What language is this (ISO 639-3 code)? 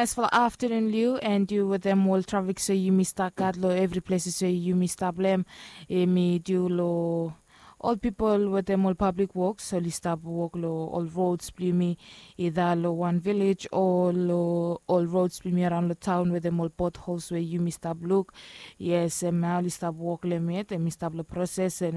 bis